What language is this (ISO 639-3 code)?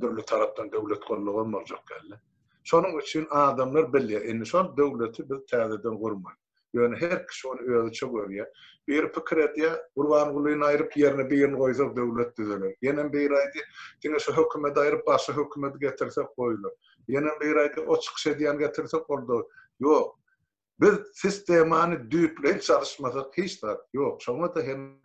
tuk